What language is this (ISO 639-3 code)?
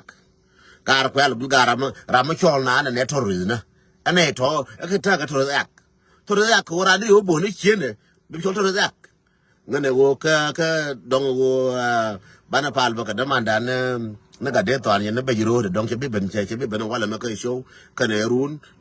nus